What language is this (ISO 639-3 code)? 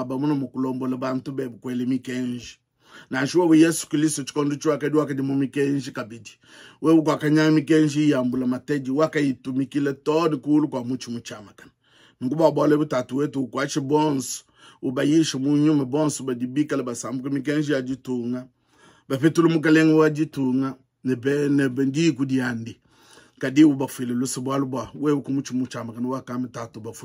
lua